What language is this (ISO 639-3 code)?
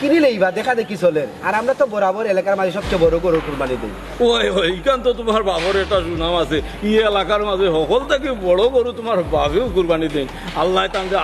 syl